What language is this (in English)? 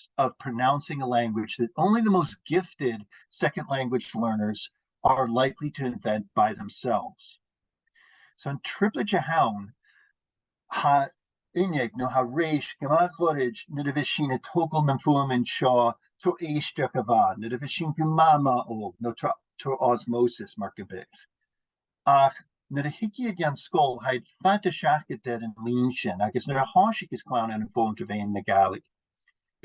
Scottish Gaelic